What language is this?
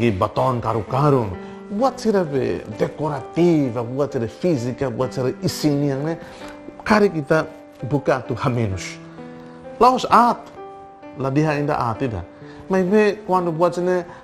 Tetum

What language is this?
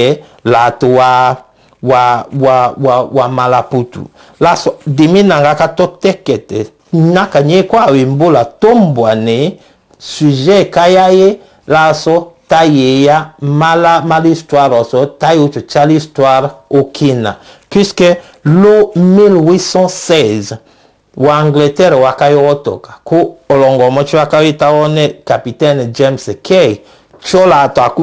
Tetela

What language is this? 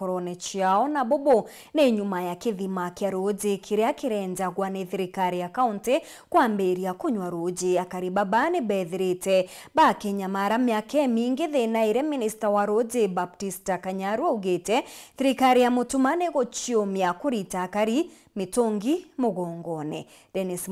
Meru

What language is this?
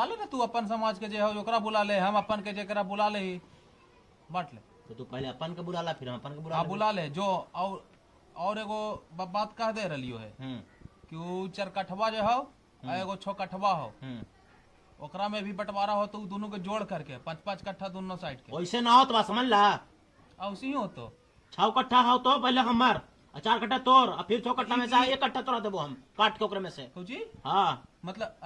Magahi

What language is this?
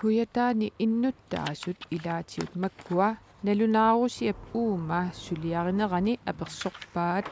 Kalaallisut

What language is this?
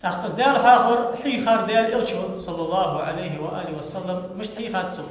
Ingush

